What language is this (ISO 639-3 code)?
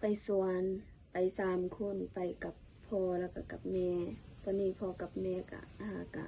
lao